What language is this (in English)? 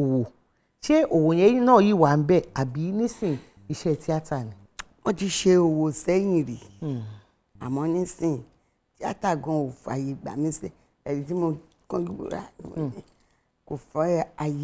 Yoruba